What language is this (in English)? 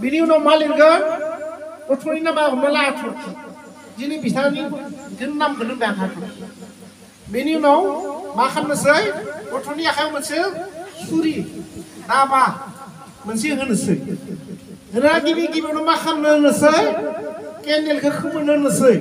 Bodo